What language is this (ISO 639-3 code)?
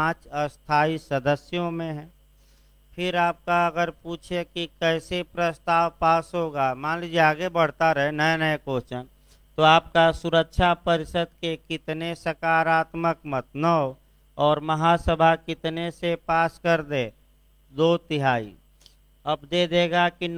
hin